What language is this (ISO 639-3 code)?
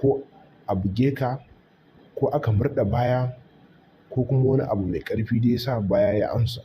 hau